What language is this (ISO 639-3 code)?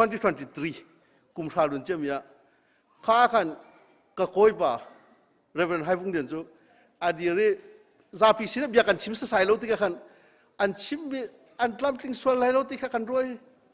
cnh